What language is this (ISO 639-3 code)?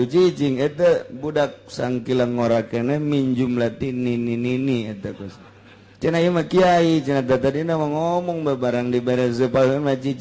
sun